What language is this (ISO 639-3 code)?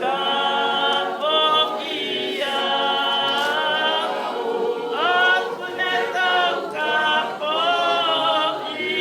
ton